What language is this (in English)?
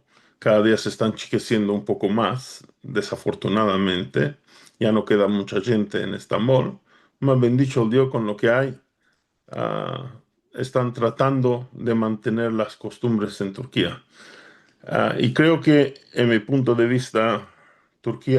Ladino